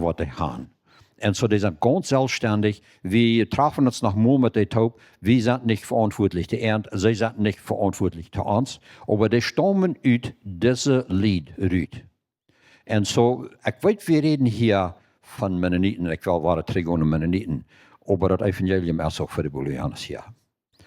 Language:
Plautdietsch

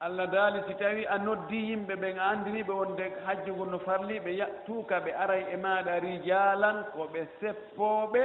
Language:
Fula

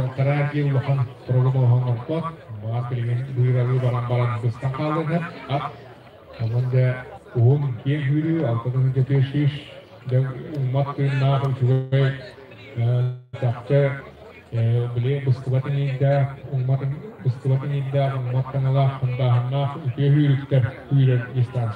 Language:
Yakut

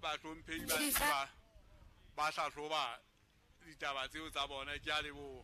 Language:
Southern Sotho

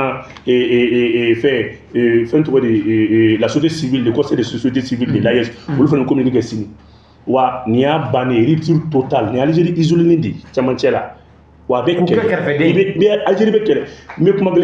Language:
Bambara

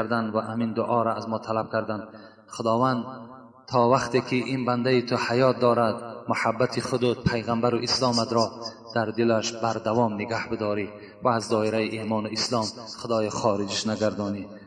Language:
Tajik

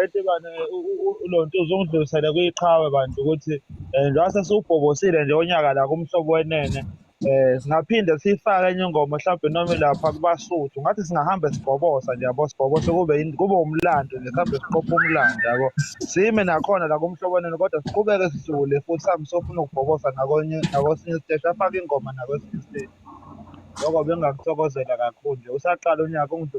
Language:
Zulu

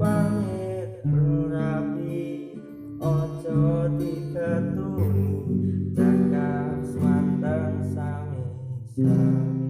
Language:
Javanese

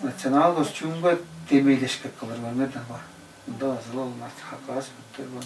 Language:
Tuvinian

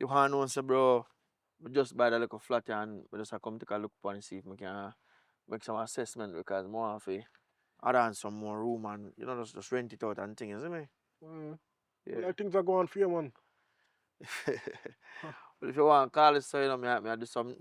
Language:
Jamaican Creole English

